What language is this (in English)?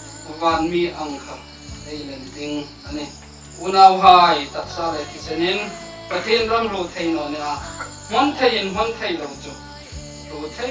Hmar